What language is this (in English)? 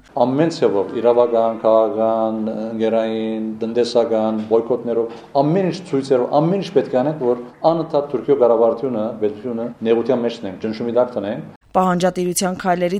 Armenian